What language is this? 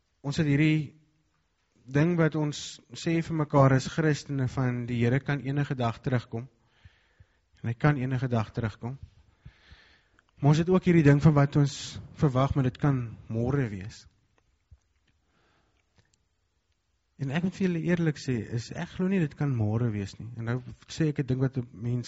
Afrikaans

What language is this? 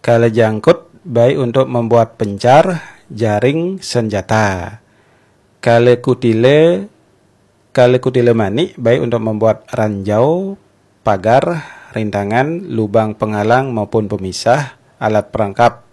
Balinese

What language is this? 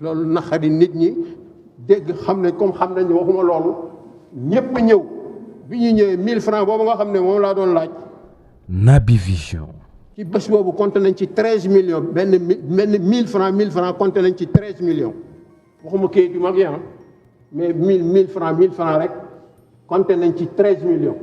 Wolof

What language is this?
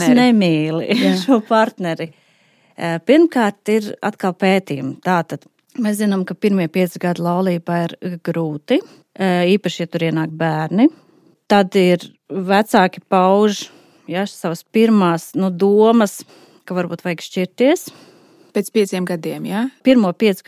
Latvian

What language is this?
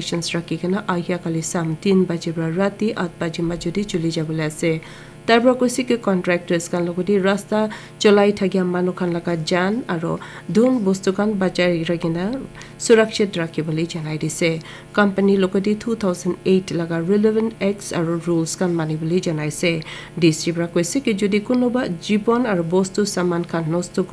Naga Pidgin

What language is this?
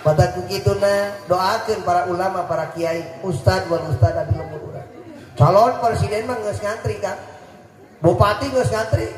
Sundanese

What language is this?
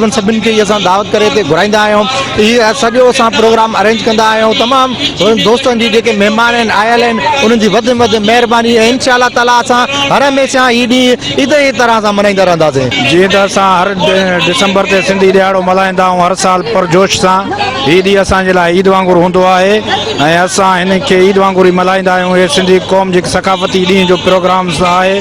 Sindhi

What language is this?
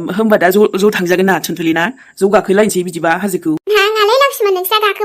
Bodo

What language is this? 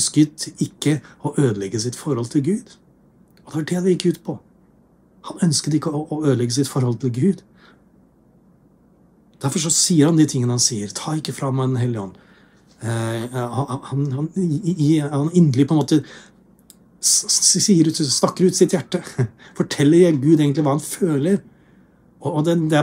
Norwegian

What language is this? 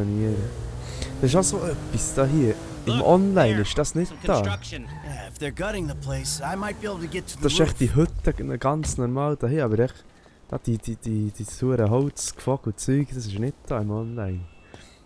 Swiss German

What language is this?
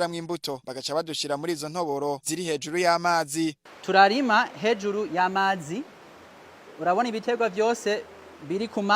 Rundi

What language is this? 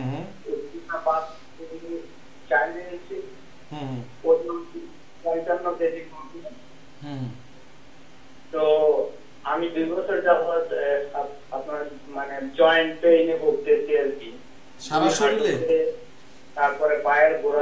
Bangla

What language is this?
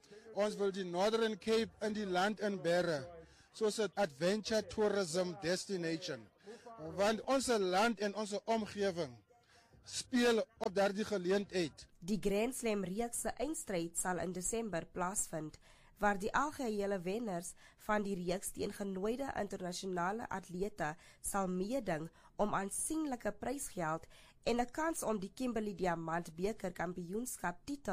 Afrikaans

